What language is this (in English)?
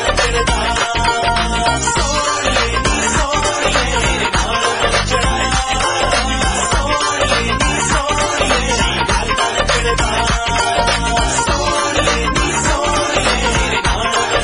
Punjabi